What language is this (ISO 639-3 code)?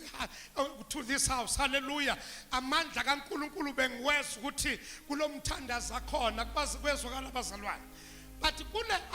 zul